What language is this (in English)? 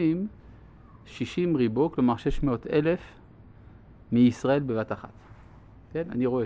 Hebrew